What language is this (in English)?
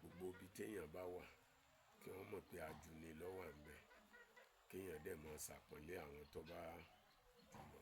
Yoruba